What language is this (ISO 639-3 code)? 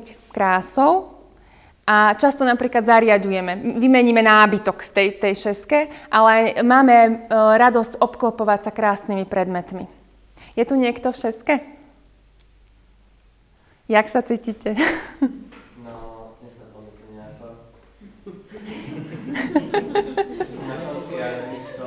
slk